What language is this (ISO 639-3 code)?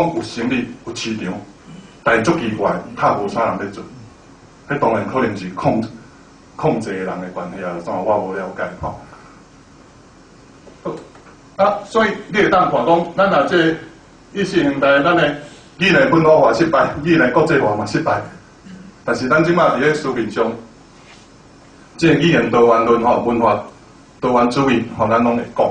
nan